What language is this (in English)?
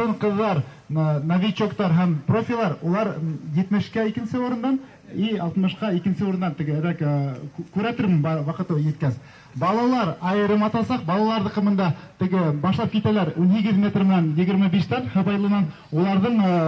Bashkir